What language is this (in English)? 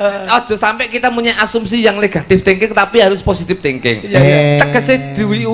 Javanese